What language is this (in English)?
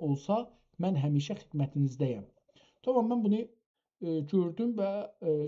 South Azerbaijani